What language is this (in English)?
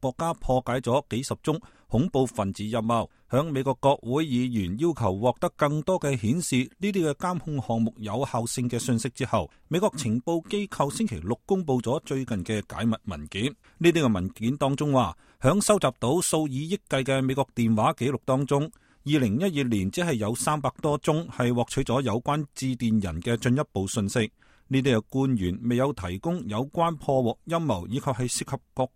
Cantonese